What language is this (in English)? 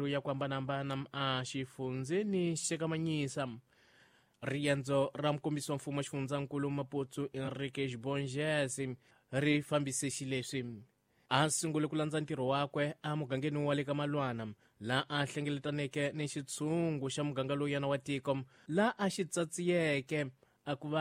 Tsonga